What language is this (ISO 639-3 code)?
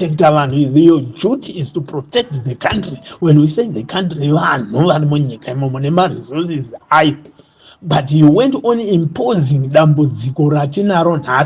sna